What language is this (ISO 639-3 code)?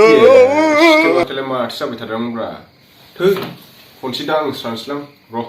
brx